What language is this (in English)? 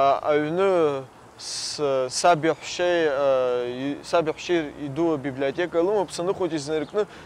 Abkhazian